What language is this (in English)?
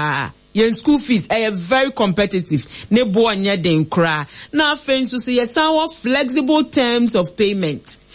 Akan